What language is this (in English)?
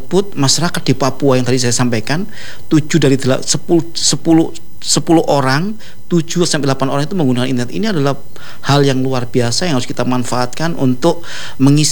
Indonesian